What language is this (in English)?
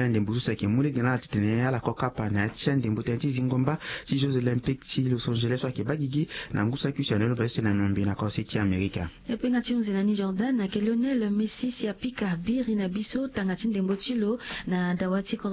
Sango